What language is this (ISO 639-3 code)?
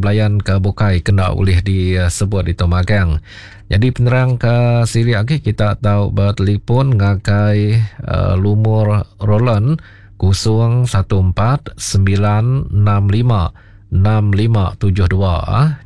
iba